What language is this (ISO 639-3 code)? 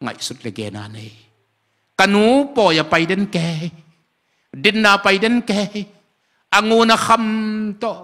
ctd